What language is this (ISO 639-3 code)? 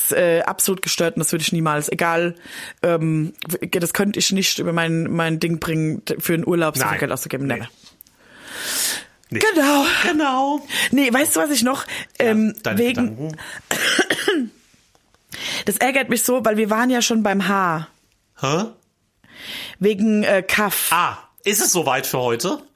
deu